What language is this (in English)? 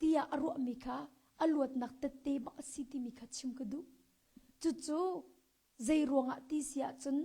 Hakha Chin